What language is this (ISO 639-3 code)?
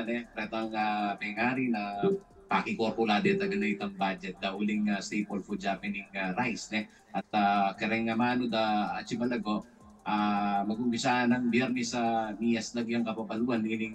pam